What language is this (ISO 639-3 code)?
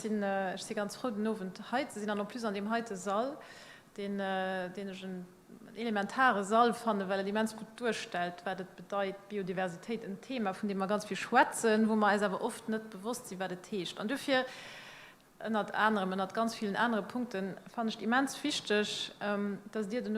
ltz